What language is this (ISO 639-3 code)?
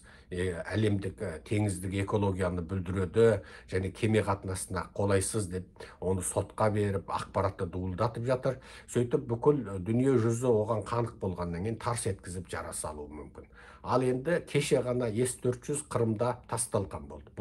kaz